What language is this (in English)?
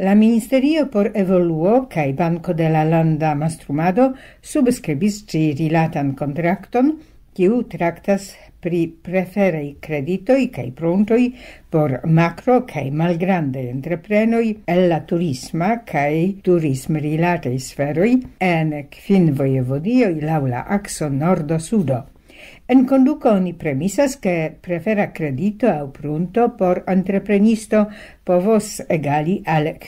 Esperanto